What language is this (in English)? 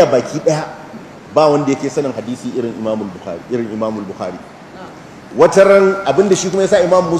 Hausa